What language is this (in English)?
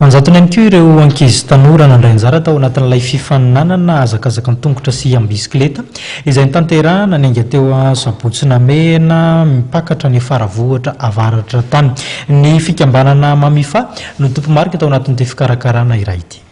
Malagasy